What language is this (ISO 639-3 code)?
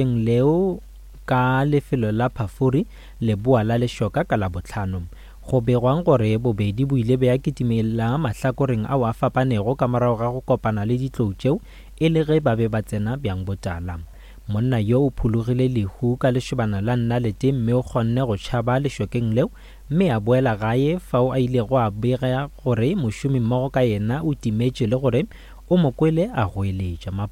nso